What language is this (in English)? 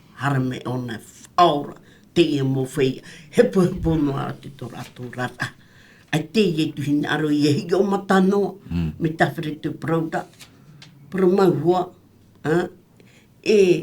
Tahitian